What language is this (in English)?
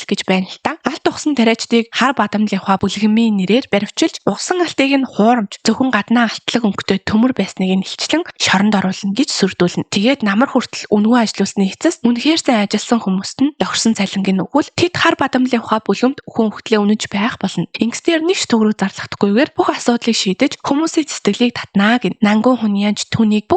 Mongolian